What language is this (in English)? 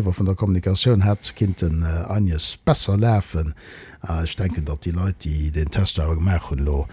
Luxembourgish